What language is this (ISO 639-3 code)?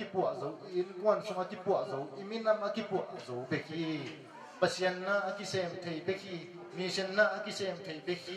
ctd